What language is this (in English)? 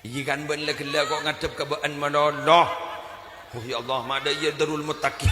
Madurese